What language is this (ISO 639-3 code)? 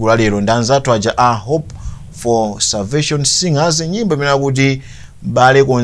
nya